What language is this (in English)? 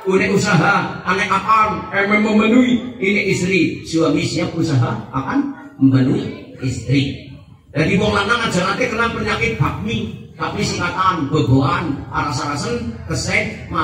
Javanese